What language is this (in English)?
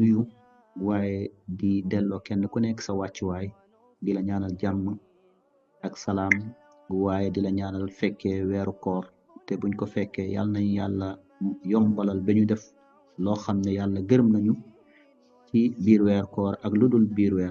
Wolof